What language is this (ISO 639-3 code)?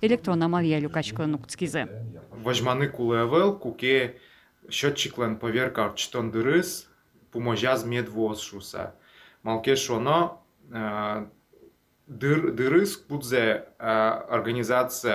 udm